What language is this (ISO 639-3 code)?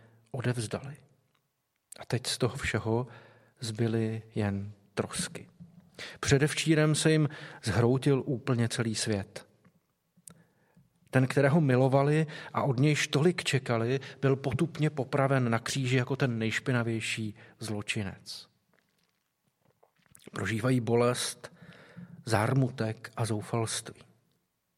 ces